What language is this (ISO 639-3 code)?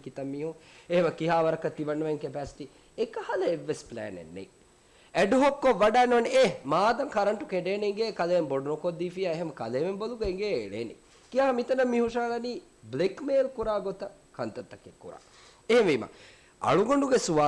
div